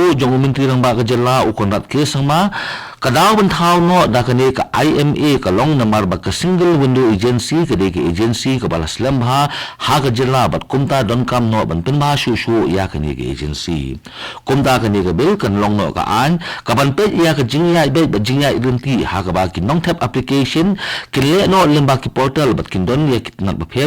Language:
Khasi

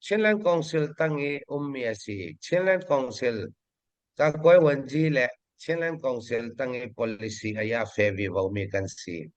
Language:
Hakha Chin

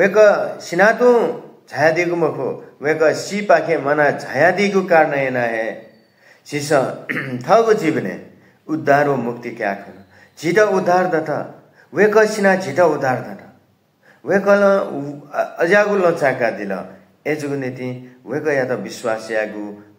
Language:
Newari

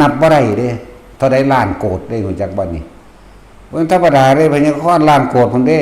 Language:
Northeastern Thai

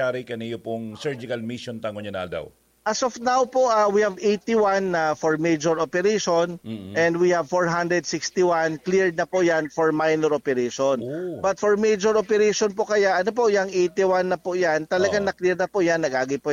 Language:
Bikol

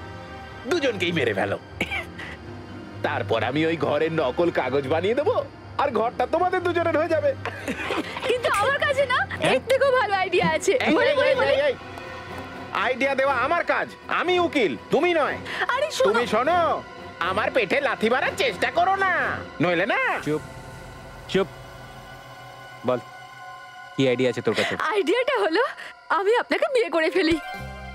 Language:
Bangla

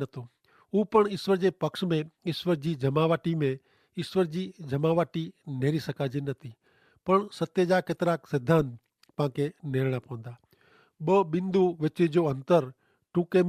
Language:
Kachhi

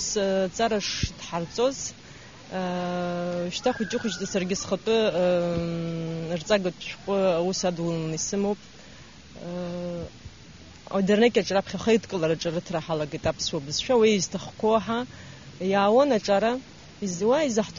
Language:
Abkhazian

